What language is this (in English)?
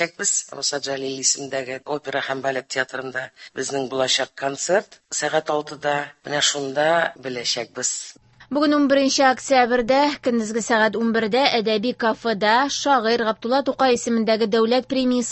Tatar